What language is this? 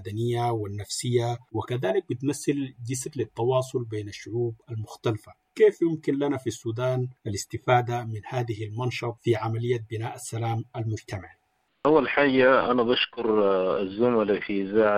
Sudanese Arabic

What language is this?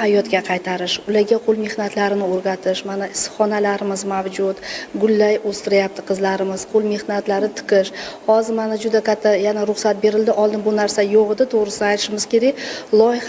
Uzbek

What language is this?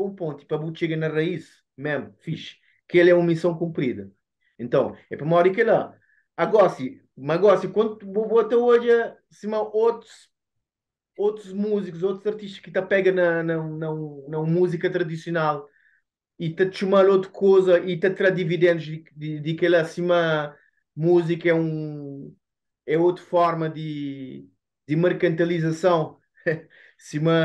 Kabuverdianu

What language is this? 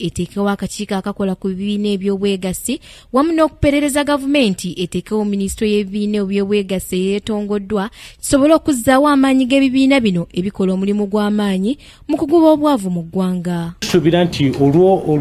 Ganda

